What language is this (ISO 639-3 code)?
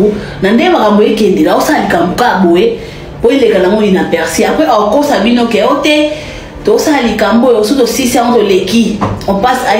lin